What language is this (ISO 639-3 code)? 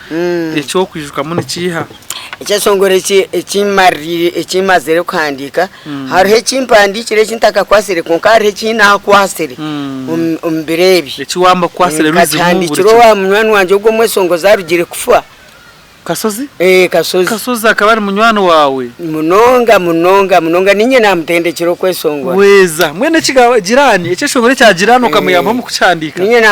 nyn